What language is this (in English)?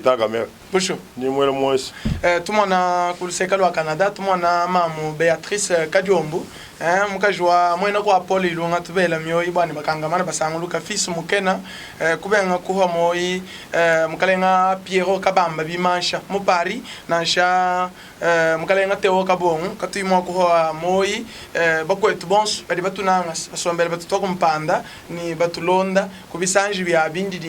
Luba-Lulua